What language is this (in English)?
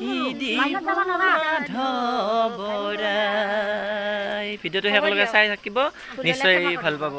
Assamese